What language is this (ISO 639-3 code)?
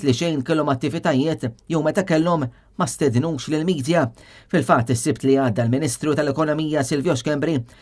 mlt